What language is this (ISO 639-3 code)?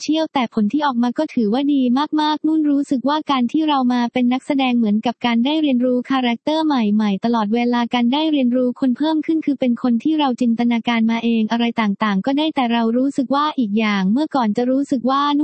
tha